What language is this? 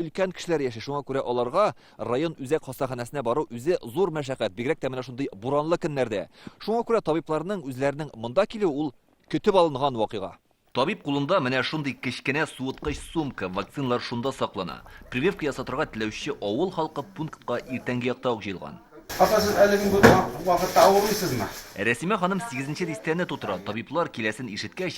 Tatar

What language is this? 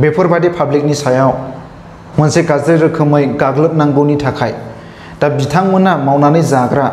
Bodo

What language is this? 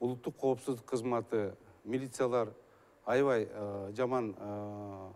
Kyrgyz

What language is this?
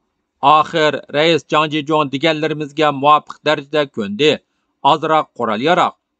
Uyghur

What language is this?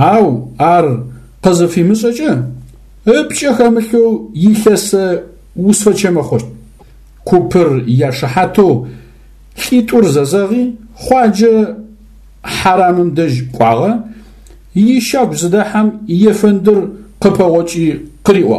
Adyghe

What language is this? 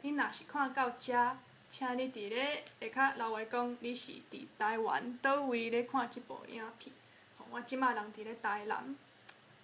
Min Nan Chinese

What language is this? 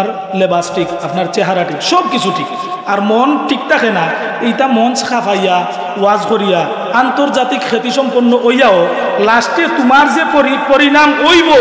Sylheti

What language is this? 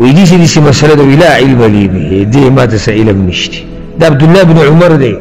Pashto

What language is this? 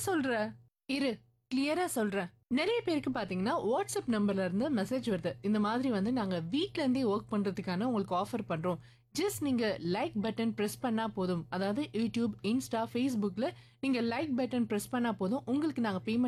Tamil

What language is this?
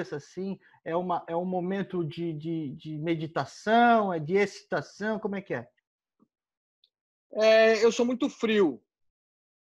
Portuguese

